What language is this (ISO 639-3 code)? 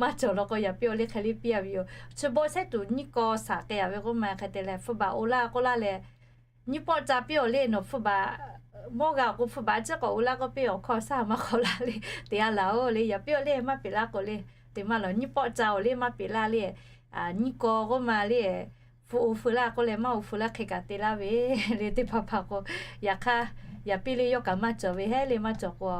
lhu